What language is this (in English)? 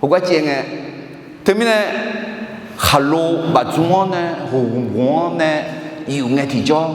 Akha